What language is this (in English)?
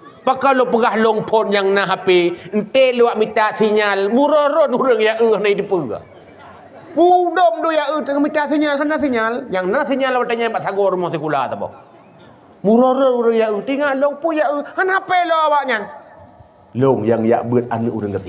Achinese